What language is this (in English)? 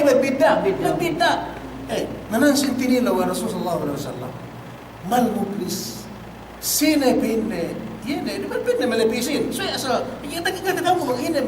Yakan